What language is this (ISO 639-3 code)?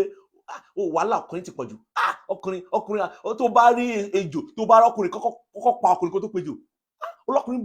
yor